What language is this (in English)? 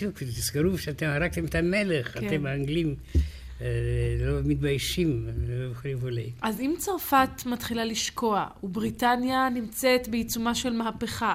Hebrew